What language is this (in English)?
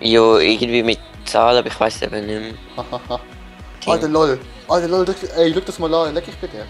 Swiss German